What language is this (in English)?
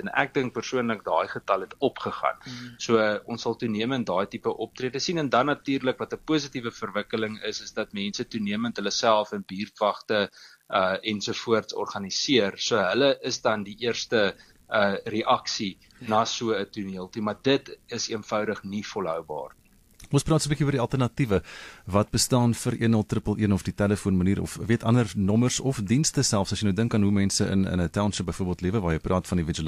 Afrikaans